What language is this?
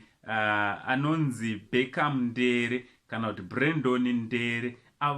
Shona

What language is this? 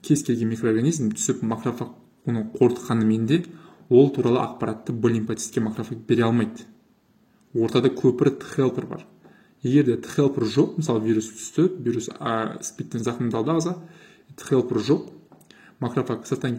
Kazakh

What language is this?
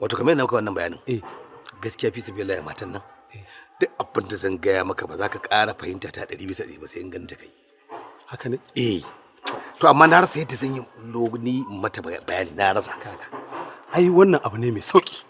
Hausa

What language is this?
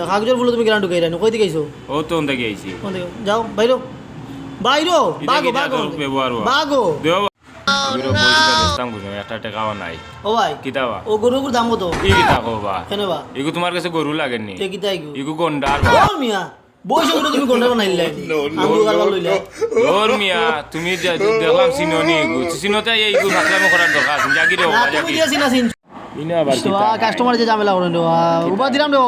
Sylheti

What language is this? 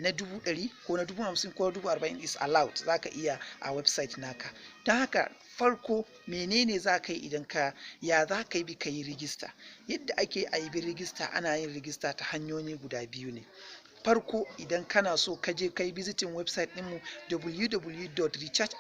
Hausa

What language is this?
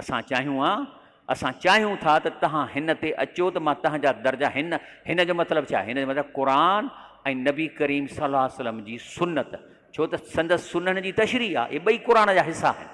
Sindhi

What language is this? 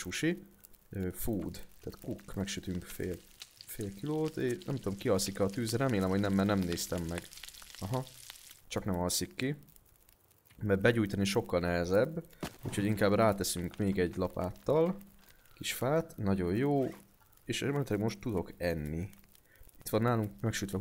Hungarian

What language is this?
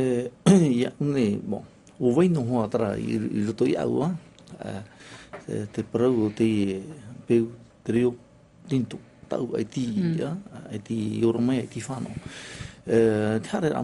Tahitian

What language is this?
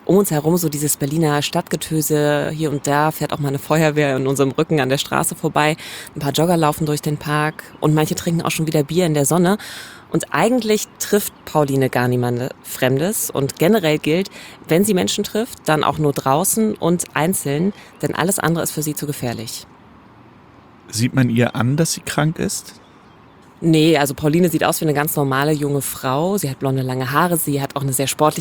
German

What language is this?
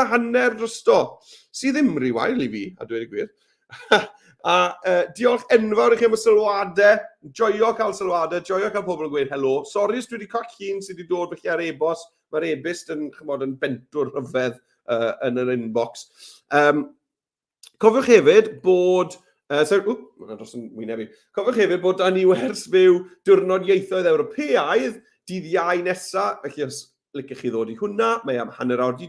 Welsh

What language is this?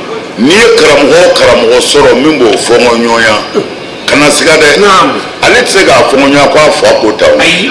Bambara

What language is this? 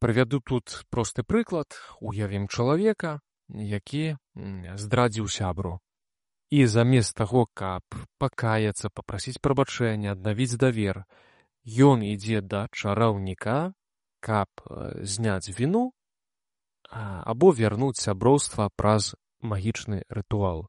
Belarusian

